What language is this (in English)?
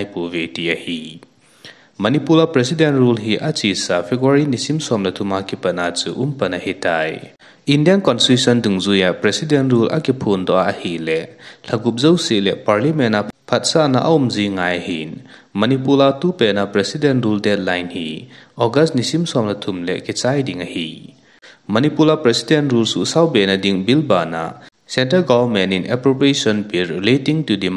Thado Chin